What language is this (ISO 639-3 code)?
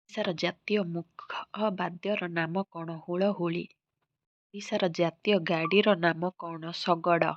ori